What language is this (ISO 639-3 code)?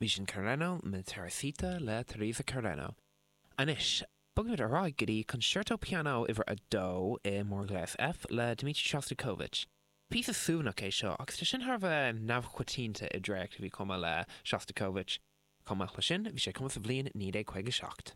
gle